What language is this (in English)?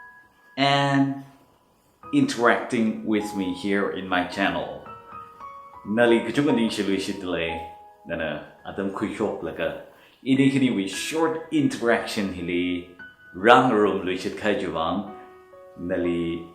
Tangkhul Naga (India)